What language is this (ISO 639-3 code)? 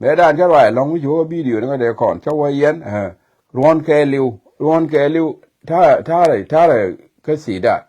nus